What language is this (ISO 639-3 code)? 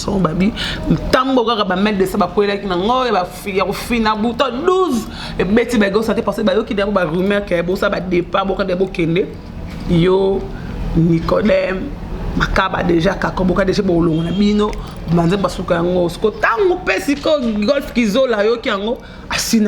lin